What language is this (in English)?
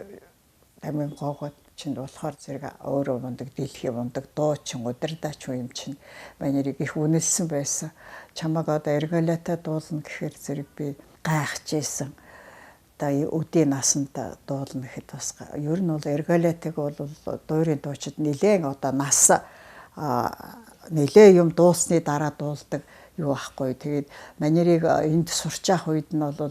Mongolian